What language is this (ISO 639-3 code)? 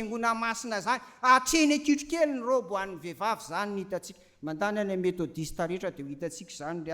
mlg